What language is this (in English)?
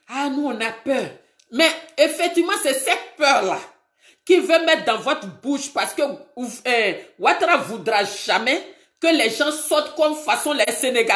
French